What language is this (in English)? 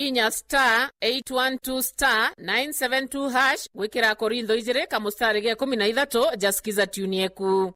Meru